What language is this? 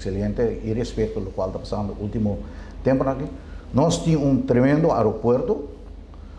Papiamento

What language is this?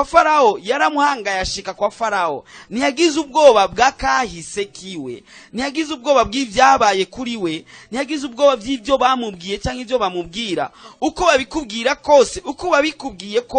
Rundi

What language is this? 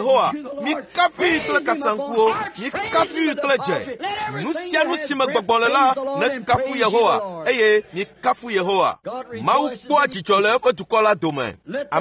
Ewe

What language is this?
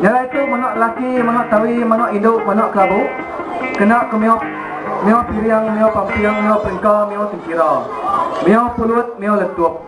Iban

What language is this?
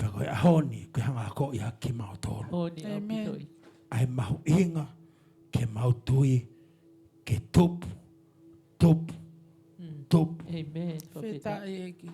Tongan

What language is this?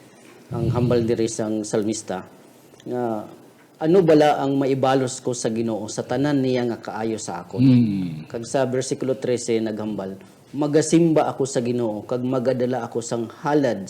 Hiligaynon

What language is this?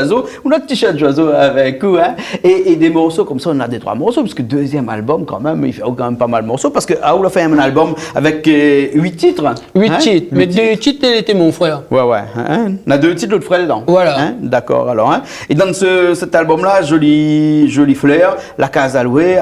Réunion Creole French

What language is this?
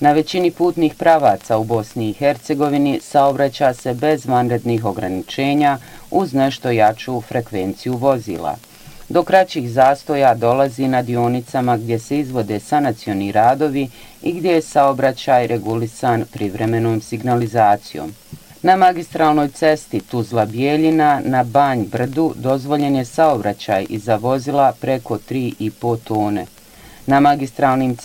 Bosnian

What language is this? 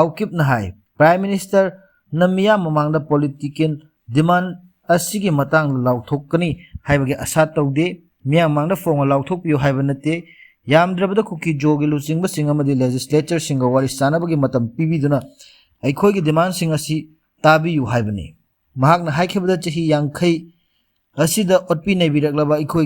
Manipuri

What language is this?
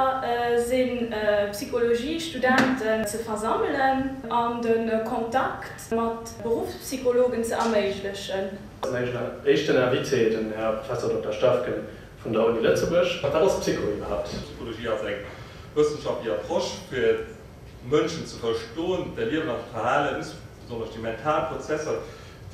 Luxembourgish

